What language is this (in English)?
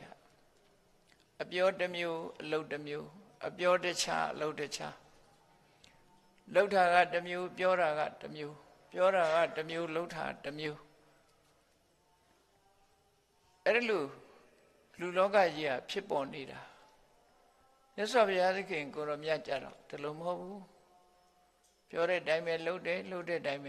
Burmese